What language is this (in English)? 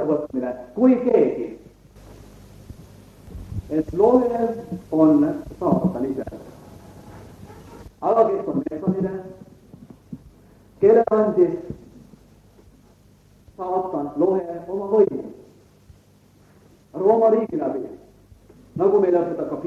Estonian